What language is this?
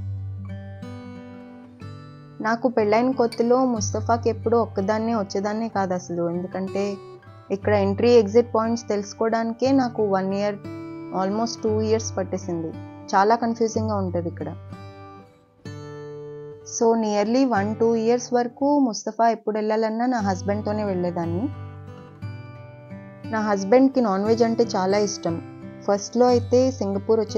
Telugu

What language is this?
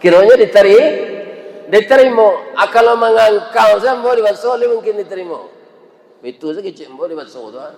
Minangkabau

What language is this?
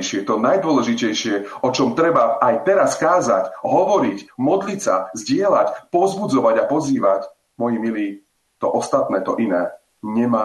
Slovak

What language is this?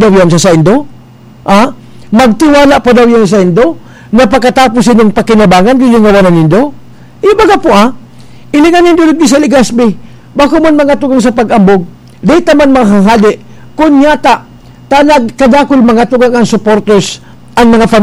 Bikol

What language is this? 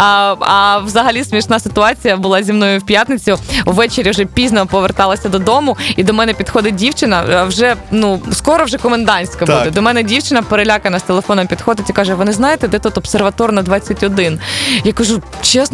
Ukrainian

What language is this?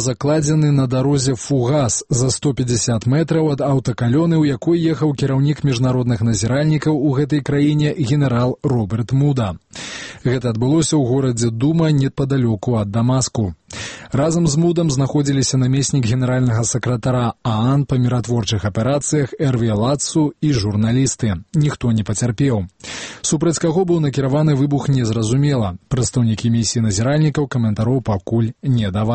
Belarusian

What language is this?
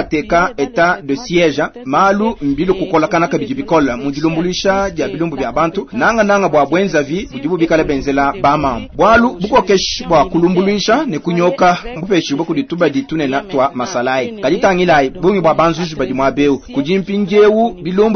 Luba-Lulua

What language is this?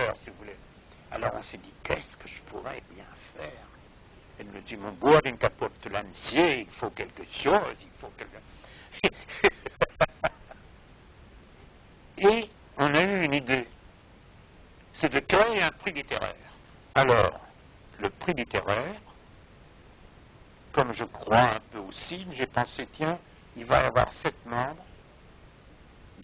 French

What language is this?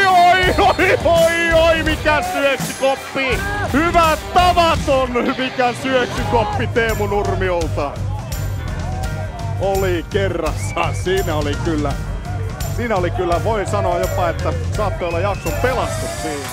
Finnish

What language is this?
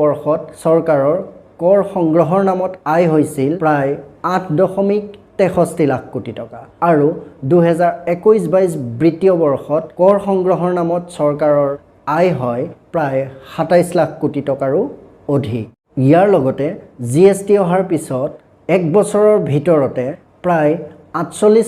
Assamese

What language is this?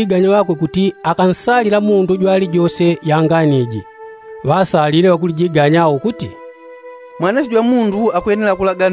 Yao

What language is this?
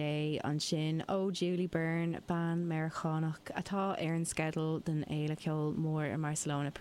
Irish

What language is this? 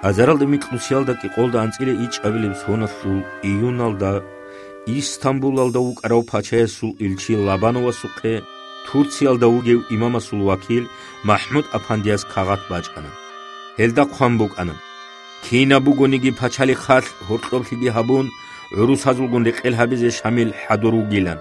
Avaric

